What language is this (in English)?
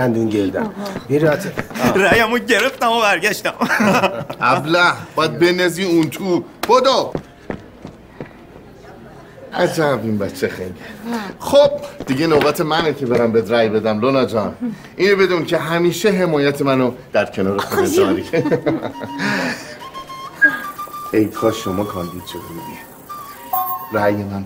Persian